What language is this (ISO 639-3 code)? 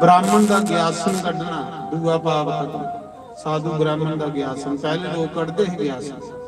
doi